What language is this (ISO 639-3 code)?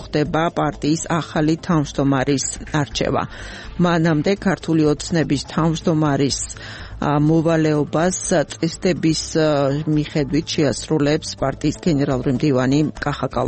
kat